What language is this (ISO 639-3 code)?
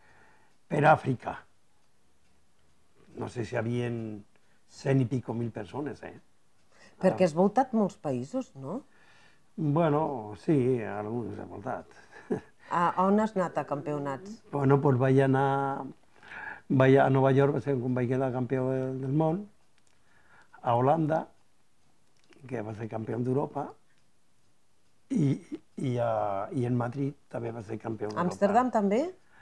cat